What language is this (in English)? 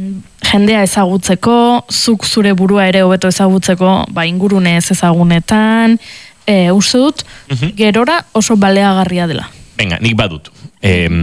Basque